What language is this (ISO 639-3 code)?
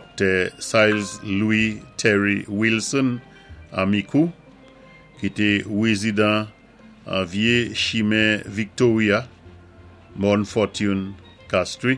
acf